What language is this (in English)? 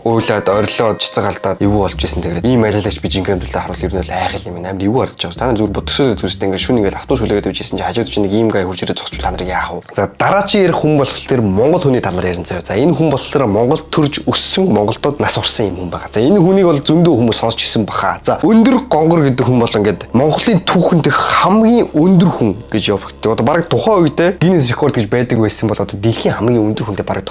Mongolian